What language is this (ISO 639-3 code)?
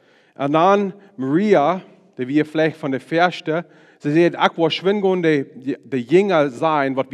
pdt